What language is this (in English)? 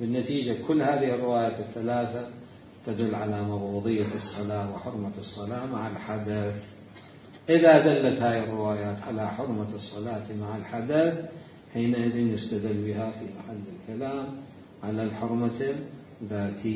Mesopotamian Arabic